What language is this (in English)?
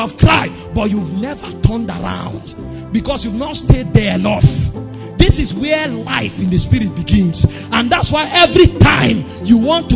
English